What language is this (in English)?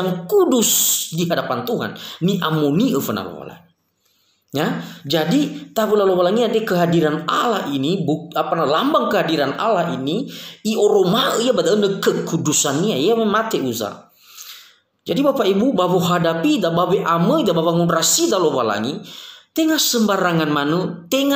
Nias